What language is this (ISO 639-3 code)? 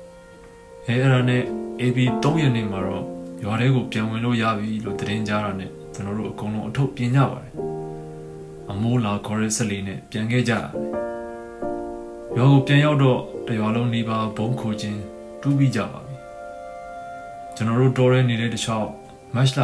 mya